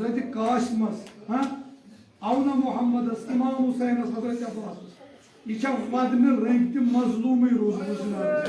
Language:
Kashmiri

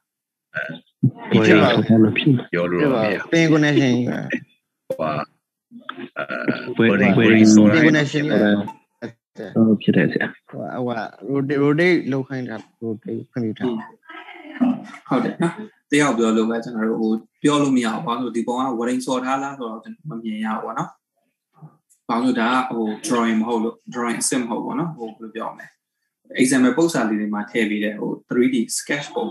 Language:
Burmese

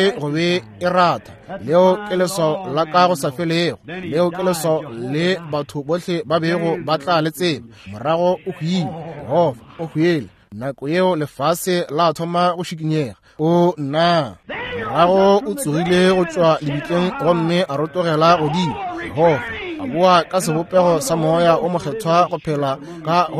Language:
Northern Sotho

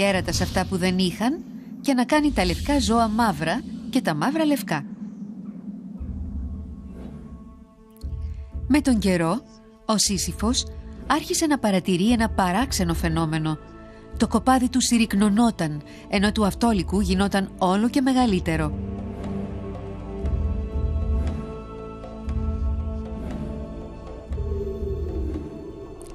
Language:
Greek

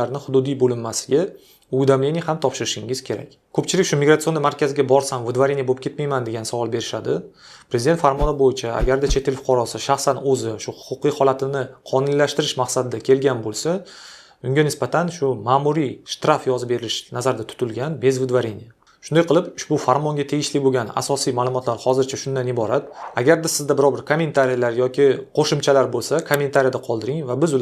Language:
Uzbek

